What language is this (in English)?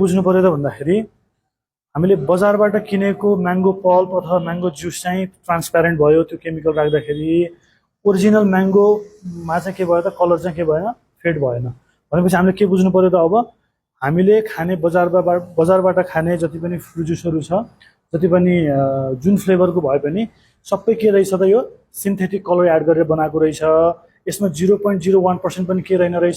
Nepali